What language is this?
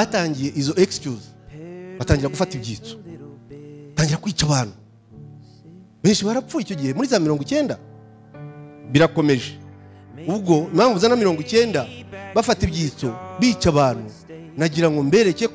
Kinyarwanda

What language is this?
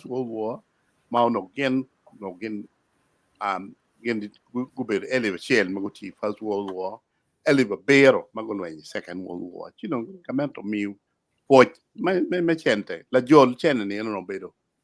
Acoli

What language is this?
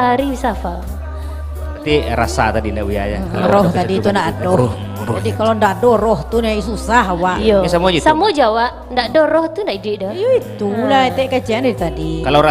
Minangkabau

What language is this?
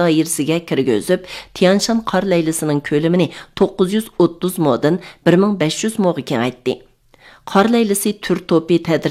Uyghur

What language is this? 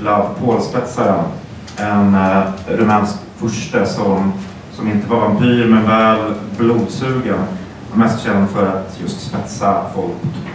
Swedish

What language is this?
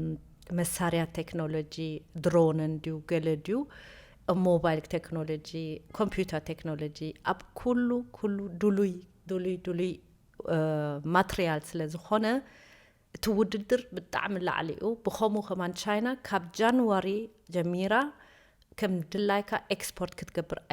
Tigrinya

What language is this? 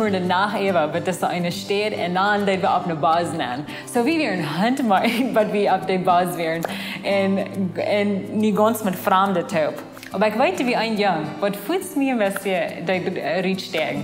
Plautdietsch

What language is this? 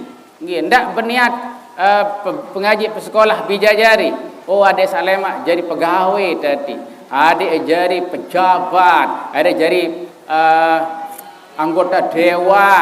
Sasak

